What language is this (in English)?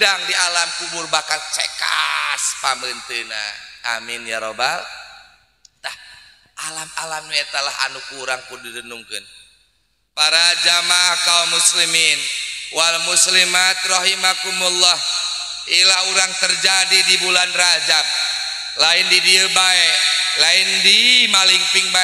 Sundanese